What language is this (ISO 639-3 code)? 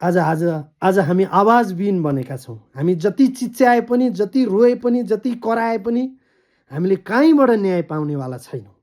nep